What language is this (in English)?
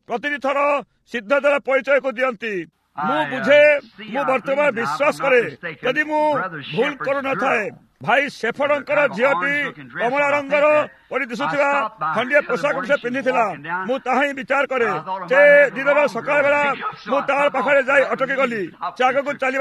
Odia